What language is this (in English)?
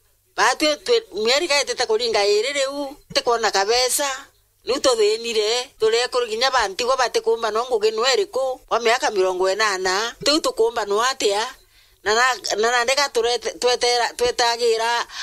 Meru